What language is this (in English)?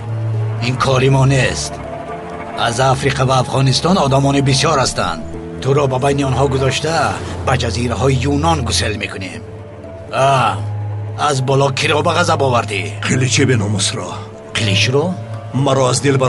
Tajik